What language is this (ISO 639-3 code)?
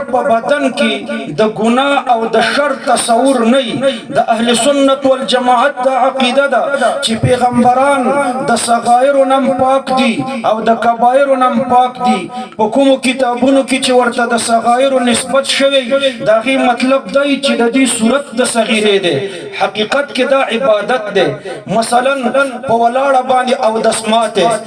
pus